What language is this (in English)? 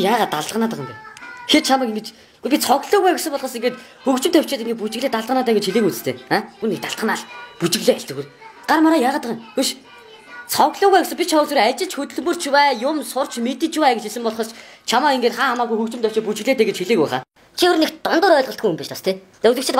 Mongolian